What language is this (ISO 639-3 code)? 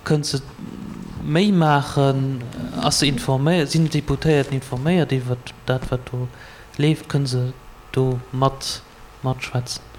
ltz